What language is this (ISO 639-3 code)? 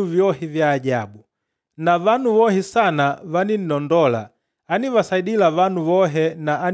kde